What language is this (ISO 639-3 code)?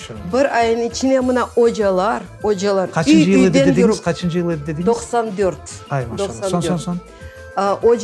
crh